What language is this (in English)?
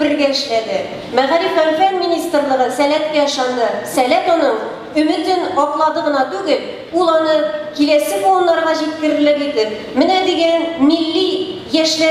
Tatar